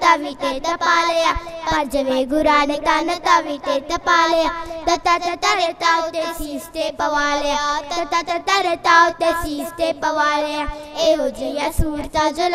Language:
Punjabi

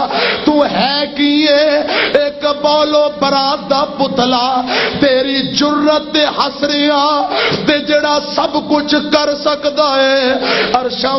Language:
Western Panjabi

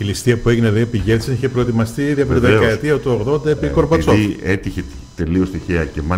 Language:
Greek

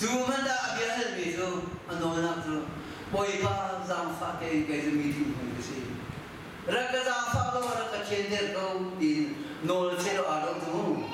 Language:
Hakha Chin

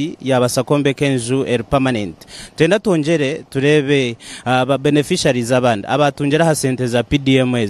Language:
Nyankole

